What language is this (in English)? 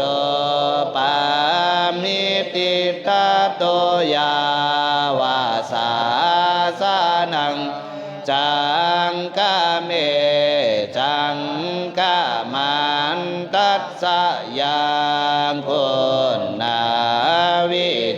Pali